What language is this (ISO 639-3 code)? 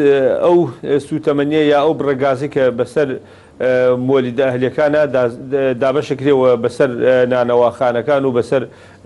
ckb